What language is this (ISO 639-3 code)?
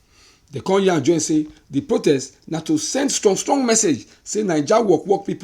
pcm